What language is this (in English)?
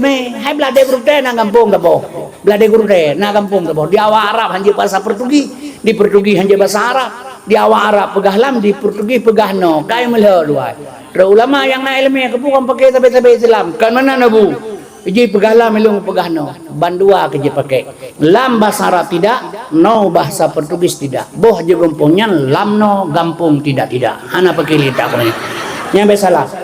Achinese